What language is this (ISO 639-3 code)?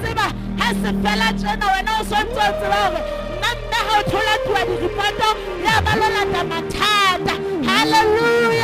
sot